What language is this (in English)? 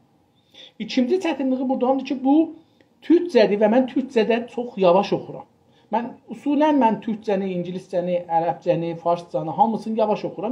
South Azerbaijani